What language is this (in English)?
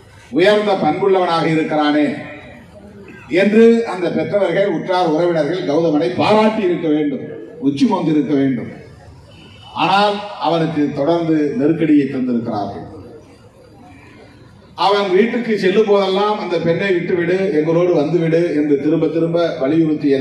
Tamil